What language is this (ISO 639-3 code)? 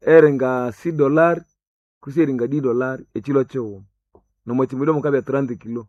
nnb